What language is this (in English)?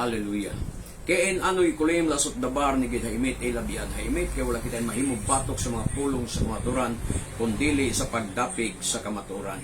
Cebuano